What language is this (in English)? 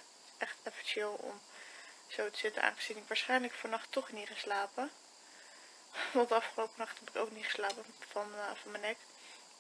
Dutch